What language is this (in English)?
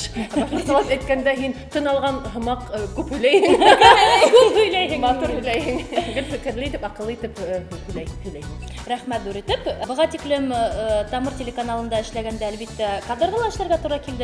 Bashkir